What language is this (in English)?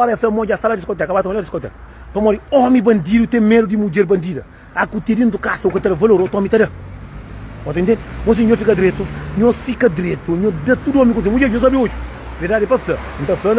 Kabuverdianu